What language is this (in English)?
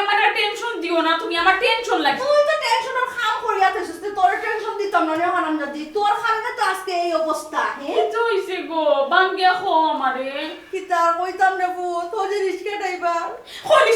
Sylheti